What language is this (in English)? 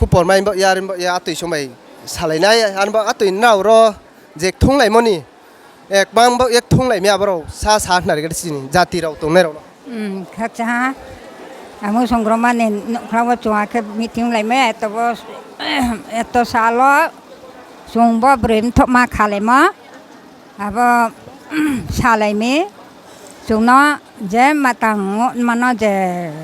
Riang (India)